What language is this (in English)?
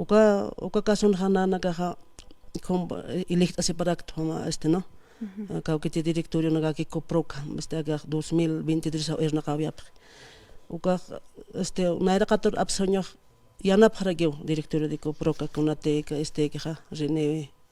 Aymara